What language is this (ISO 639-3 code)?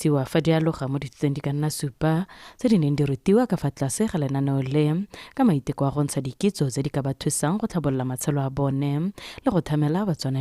tsn